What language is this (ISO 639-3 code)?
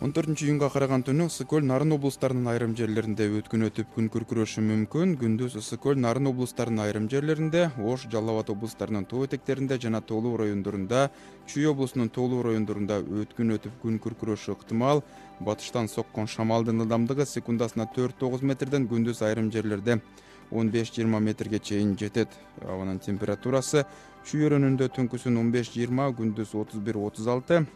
kir